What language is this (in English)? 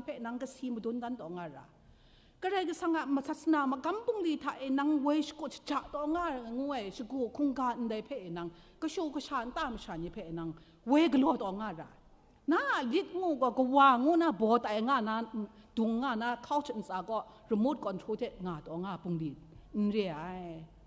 Kachin